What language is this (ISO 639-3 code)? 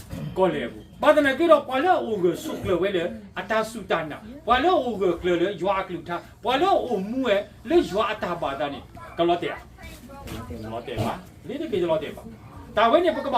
ksw